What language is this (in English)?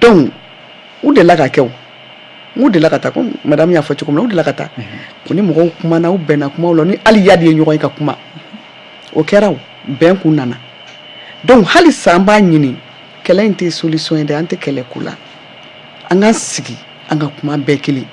Bambara